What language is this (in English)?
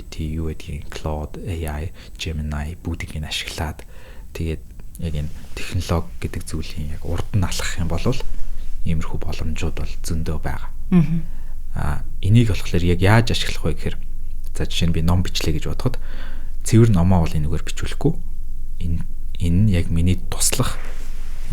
Mongolian